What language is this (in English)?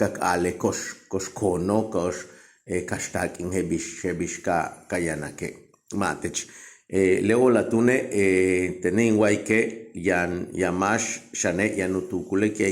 Yucateco